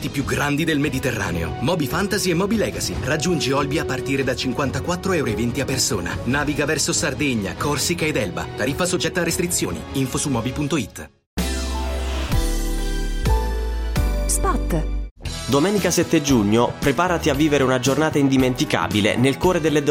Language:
Italian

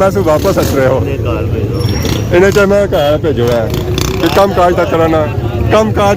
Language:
Pahari-Potwari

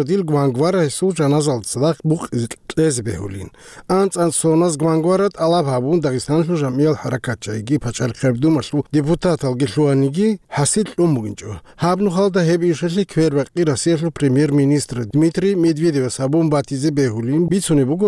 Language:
Avaric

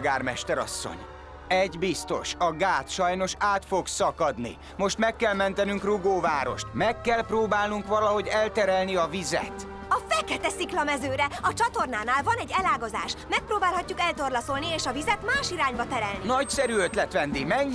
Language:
Hungarian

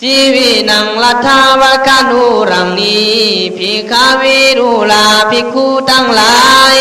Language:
Khün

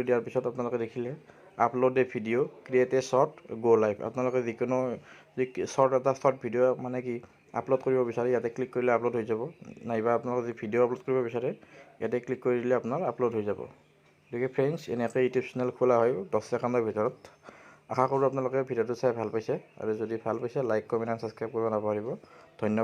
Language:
Assamese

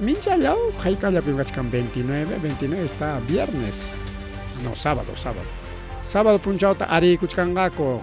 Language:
Ayacucho Quechua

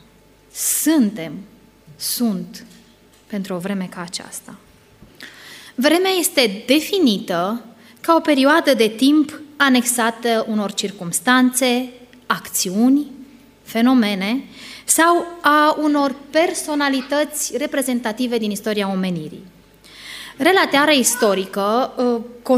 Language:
Romanian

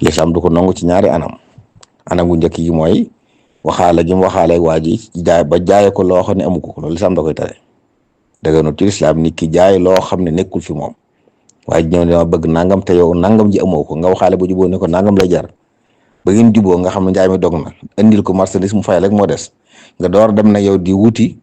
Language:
Wolof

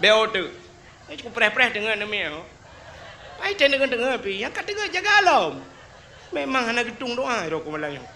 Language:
Achinese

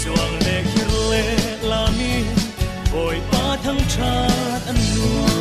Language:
Falam Chin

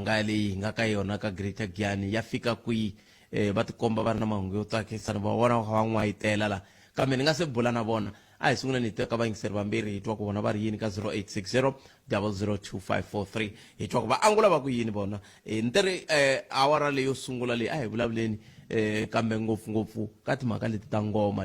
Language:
Tsonga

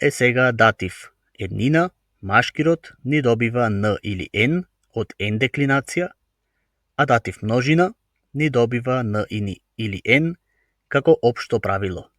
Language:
Macedonian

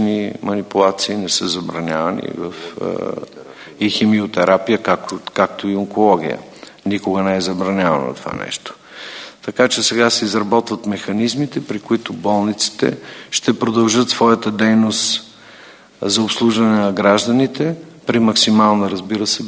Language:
Bulgarian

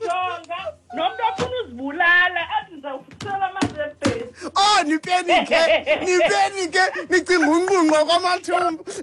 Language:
Xhosa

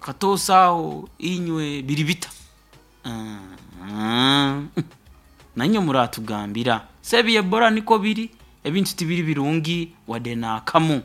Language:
Nyoro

